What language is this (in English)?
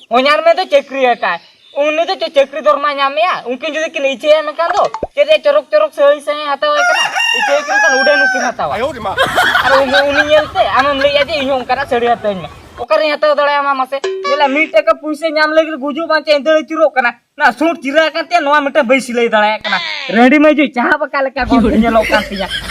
Santali